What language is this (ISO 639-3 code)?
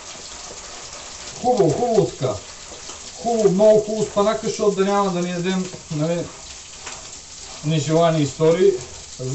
bul